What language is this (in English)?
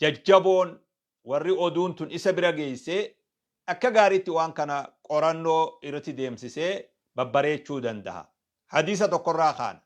Oromo